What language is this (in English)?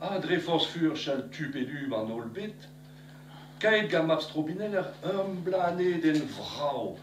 Breton